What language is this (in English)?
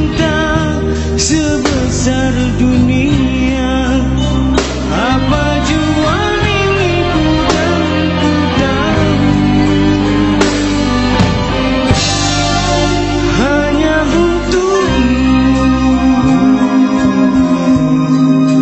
Malay